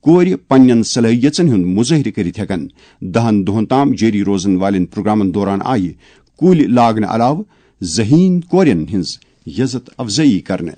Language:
Kashmiri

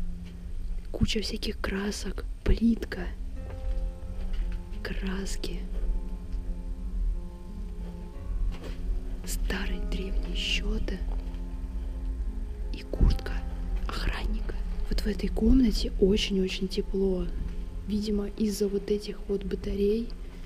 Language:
Russian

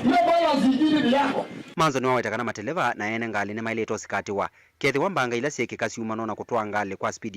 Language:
Kamba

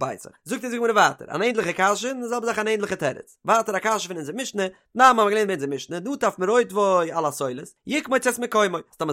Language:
Yiddish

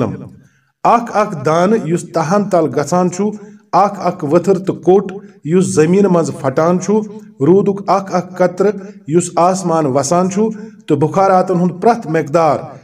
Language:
Kashmiri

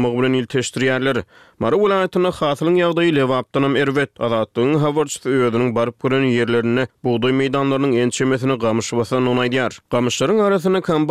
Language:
Turkmen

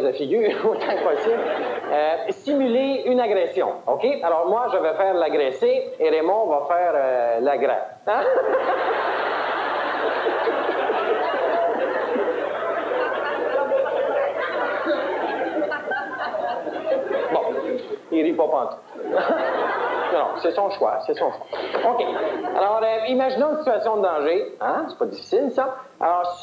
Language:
French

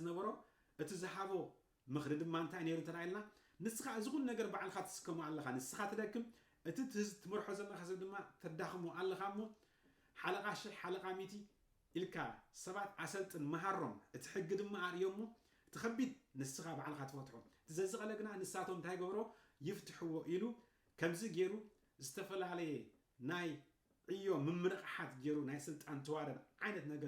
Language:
Tigrinya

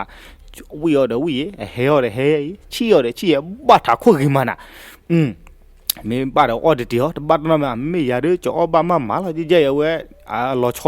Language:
S'gaw Karen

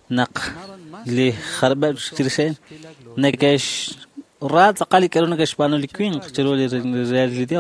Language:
Kekchí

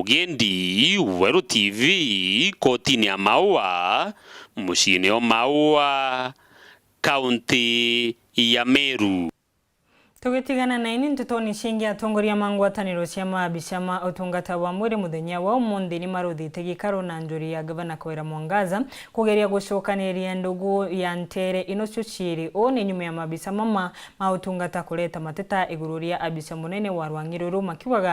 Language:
Meru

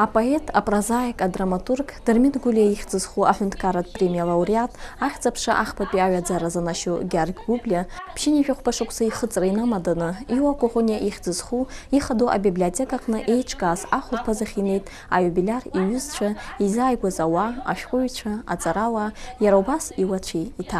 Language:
Abkhazian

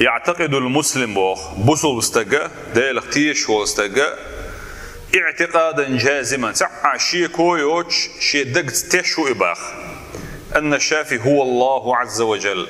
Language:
Chechen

